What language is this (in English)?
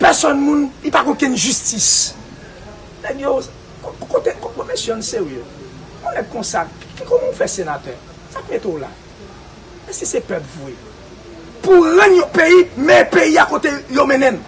Haitian Creole